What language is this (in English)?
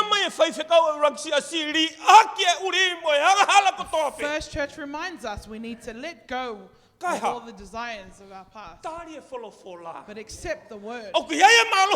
Tongan